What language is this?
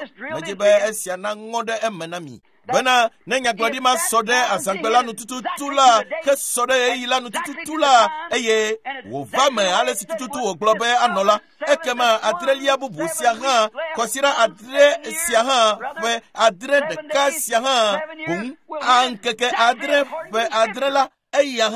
Ewe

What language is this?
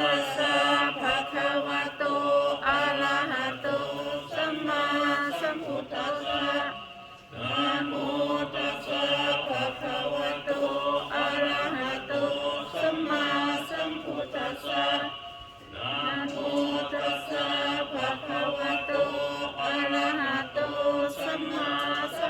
Pali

